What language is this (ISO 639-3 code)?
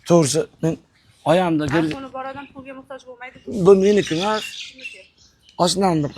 uzb